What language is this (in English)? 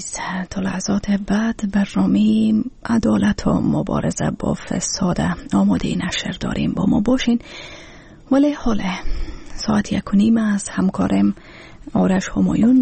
Persian